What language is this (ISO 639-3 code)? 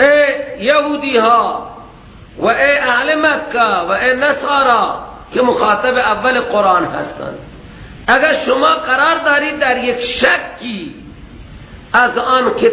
fas